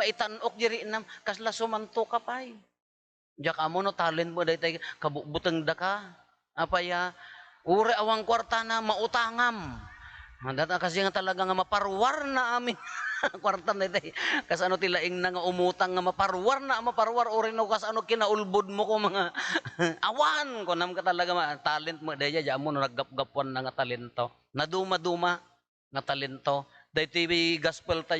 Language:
Iloko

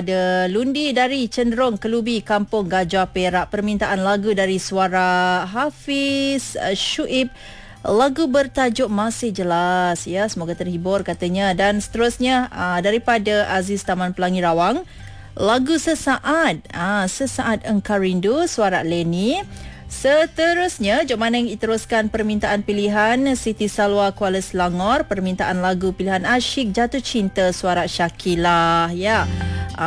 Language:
Malay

